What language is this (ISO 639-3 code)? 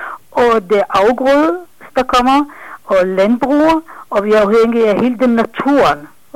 dan